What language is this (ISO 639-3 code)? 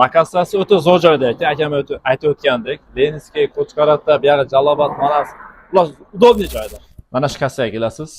uzb